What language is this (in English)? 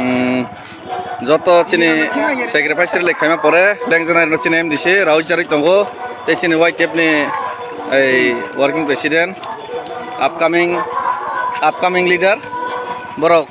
Kok Borok